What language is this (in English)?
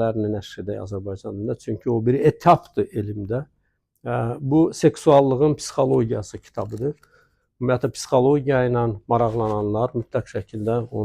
Azerbaijani